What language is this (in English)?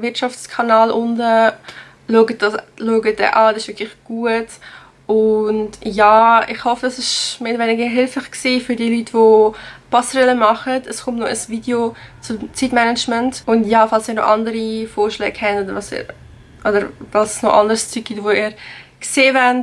Swiss German